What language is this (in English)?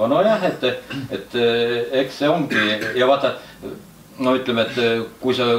Estonian